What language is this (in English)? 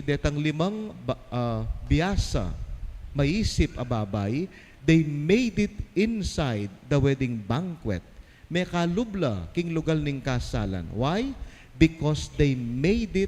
Pampanga